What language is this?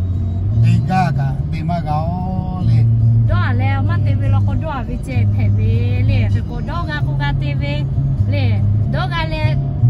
Lahu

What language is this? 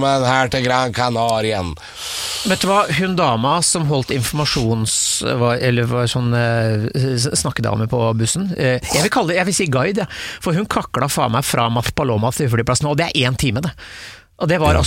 Norwegian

